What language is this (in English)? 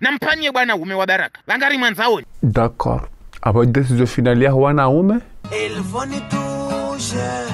Ngazidja Comorian